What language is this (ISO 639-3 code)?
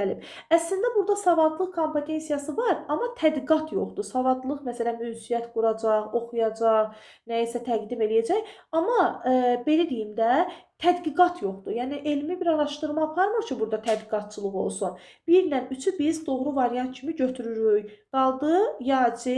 aze